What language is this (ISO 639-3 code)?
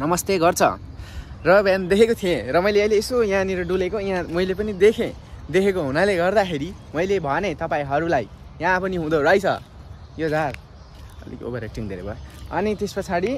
nep